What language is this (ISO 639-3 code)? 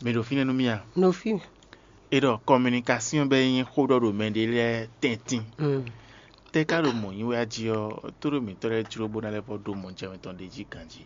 fon